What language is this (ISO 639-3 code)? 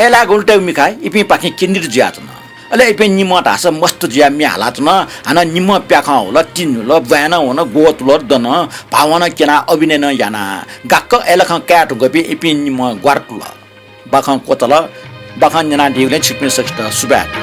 new